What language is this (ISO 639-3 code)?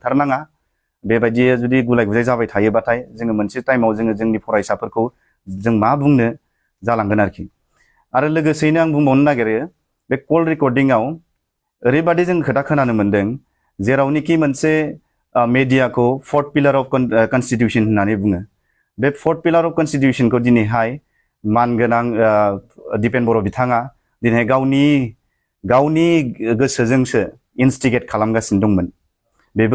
brx